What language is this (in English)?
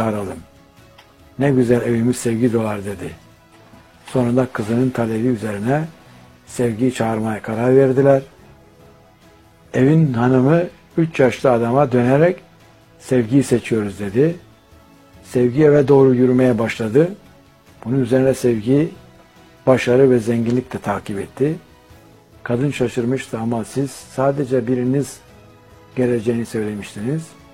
Turkish